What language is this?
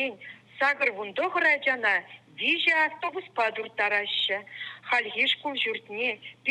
Chuvash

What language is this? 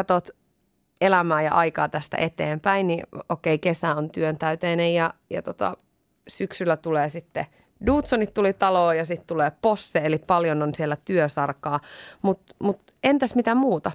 Finnish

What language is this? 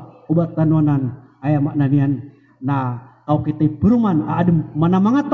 Maranao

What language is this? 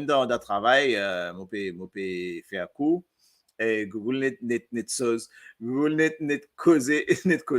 Morisyen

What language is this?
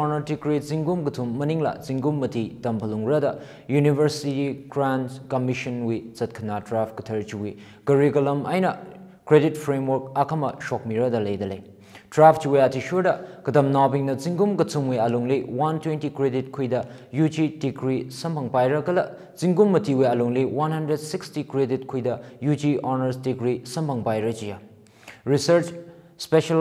Tangkhul Naga (India)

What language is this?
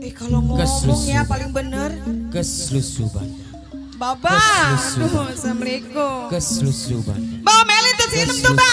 Betawi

